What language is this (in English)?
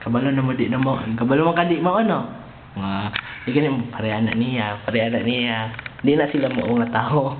Cebuano